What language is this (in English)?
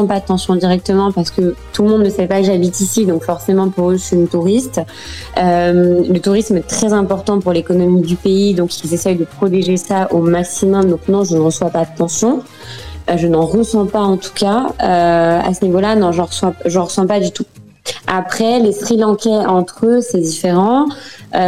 French